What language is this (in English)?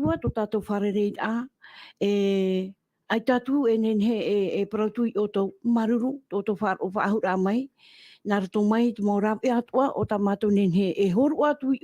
Tahitian